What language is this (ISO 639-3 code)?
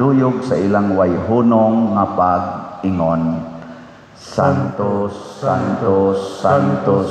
ceb